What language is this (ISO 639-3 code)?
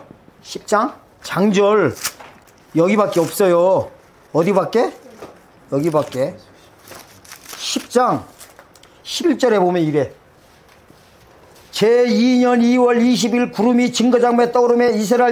kor